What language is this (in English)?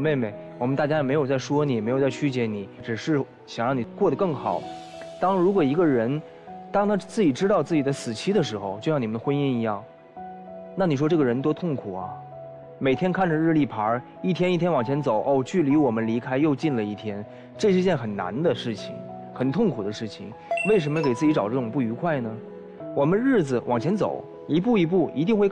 Chinese